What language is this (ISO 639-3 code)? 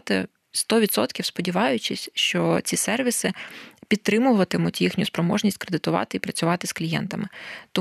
ukr